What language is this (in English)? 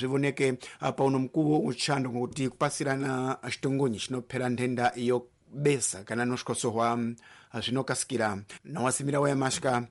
Tsonga